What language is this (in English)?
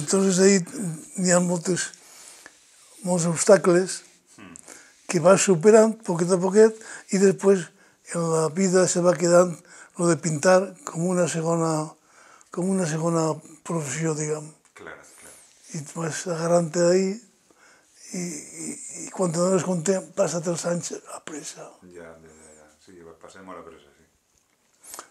Catalan